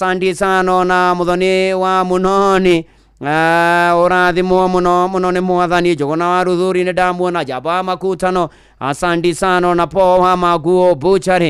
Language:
Kikuyu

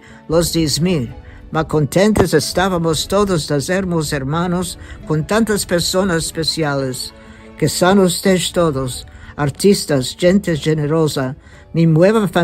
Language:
Ladino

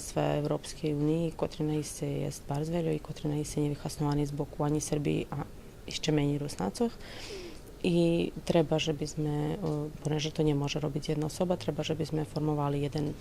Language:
Rusyn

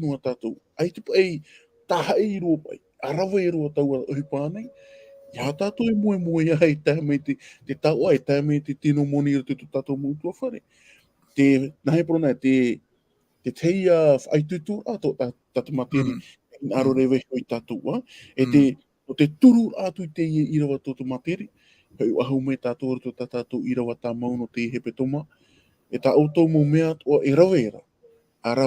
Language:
Tahitian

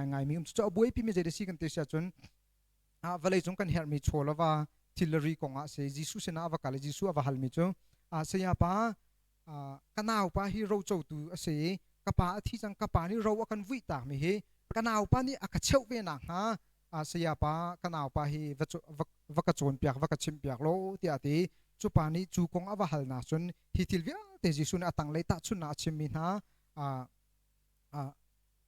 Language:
Hakha Chin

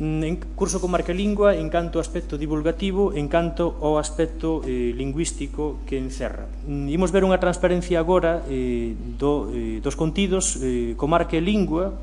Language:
Galician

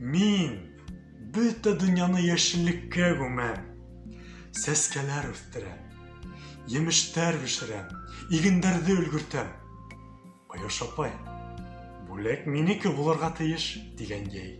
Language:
Bashkir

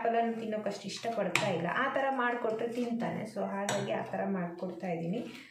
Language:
Kannada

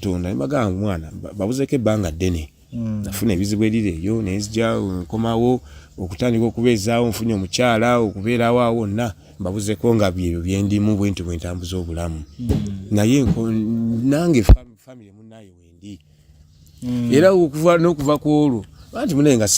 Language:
Ganda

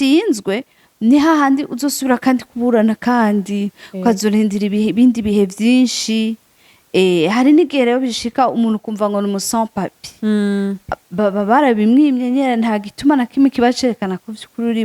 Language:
Rundi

